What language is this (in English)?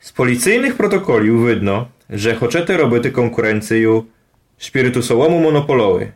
Rusyn